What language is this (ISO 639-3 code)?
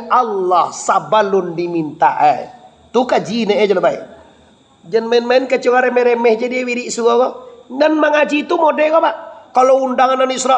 min